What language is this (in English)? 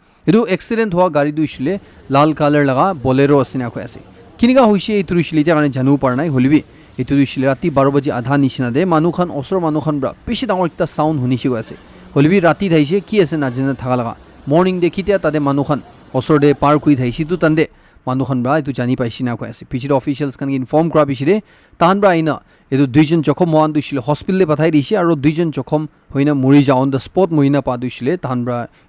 Naga Pidgin